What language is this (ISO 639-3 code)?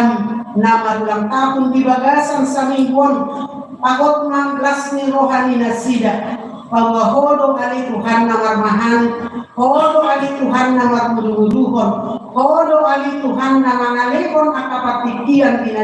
bbc